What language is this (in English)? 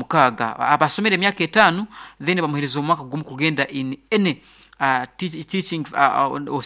Nyoro